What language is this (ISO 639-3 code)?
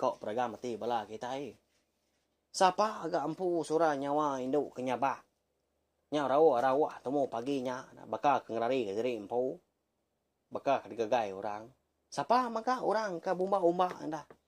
iba